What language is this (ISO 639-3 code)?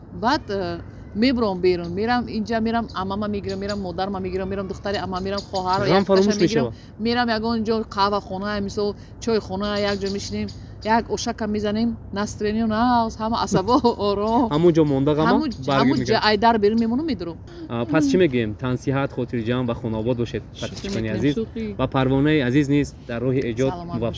tgk